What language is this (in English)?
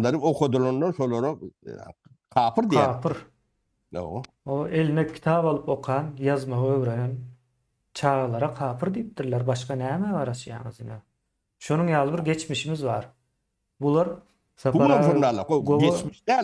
Turkmen